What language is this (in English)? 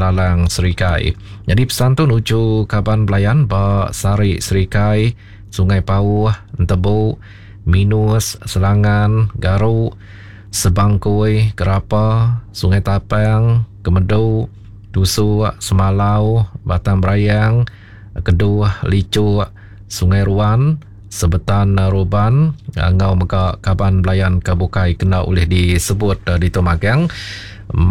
Iban